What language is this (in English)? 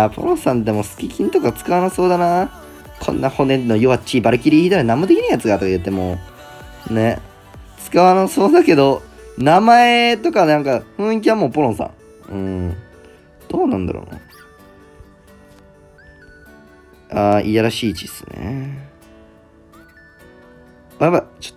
Japanese